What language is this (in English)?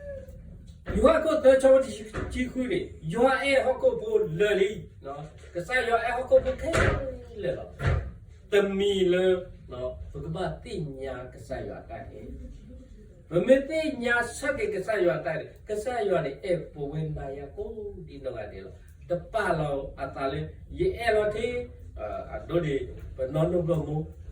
S'gaw Karen